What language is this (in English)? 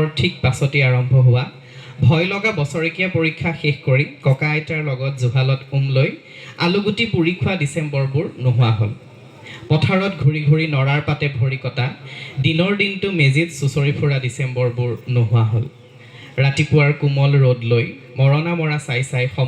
Assamese